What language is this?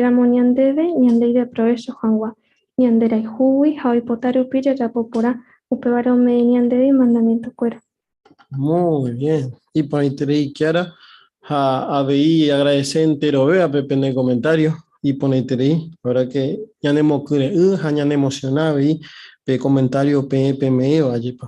Guarani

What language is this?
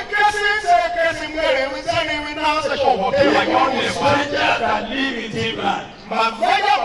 Tiv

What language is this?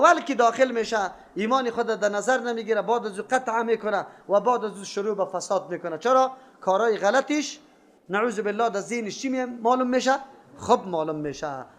Persian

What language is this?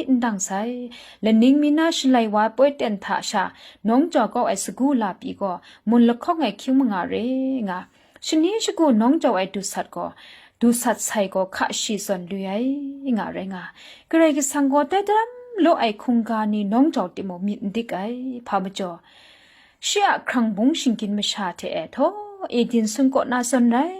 Kachin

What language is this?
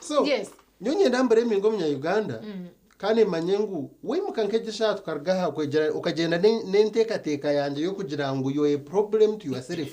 Nyankole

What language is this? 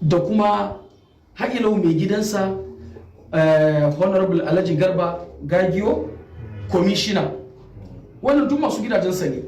Hausa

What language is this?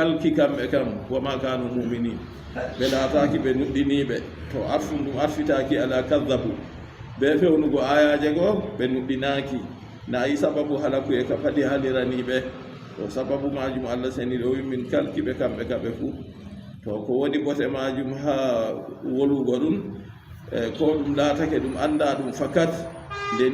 Fula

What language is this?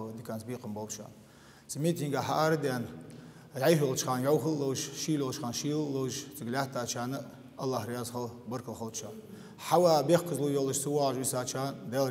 Ingush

